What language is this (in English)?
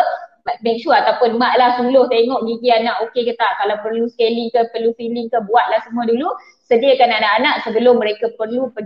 Malay